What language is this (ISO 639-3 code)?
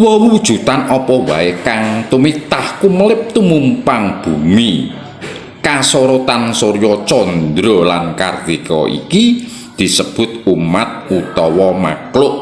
jav